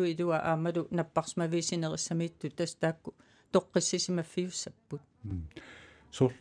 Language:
Kalaallisut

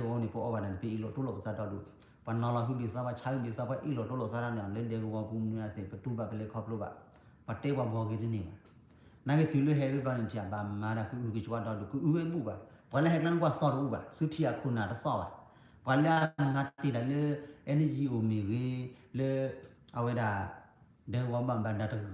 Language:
S'gaw Karen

